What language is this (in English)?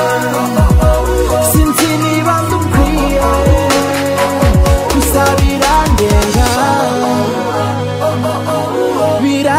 Kinyarwanda